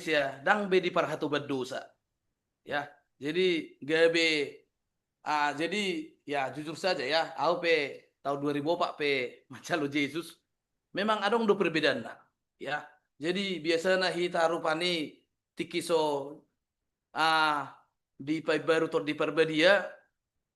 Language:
Batak Toba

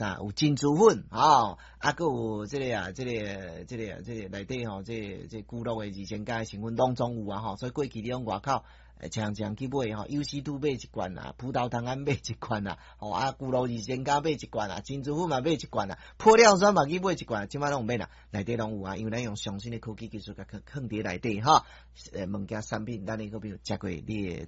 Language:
Min Nan Chinese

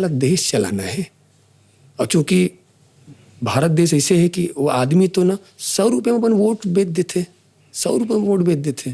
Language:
Chhattisgarhi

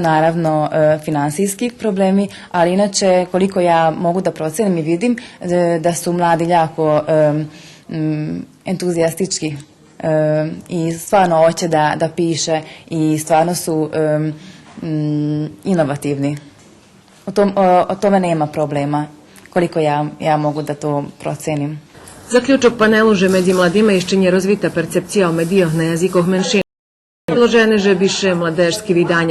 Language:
Rusyn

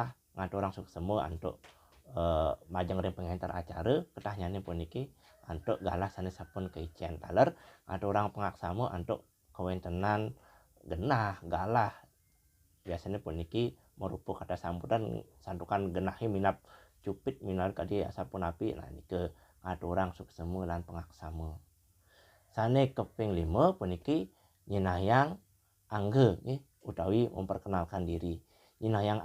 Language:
Balinese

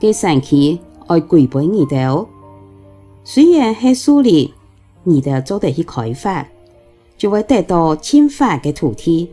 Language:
Hakka Chinese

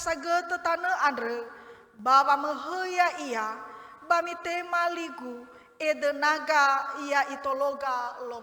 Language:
Nias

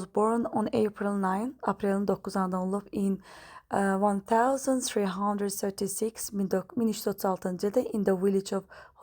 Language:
Azerbaijani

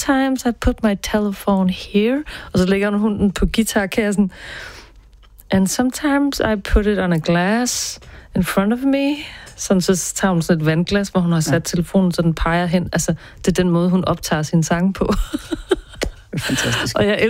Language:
Danish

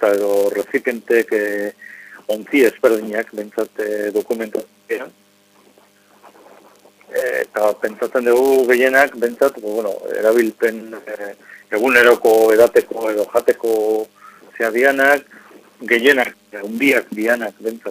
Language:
Basque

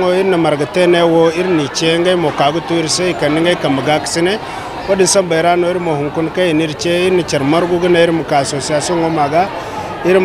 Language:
Zarma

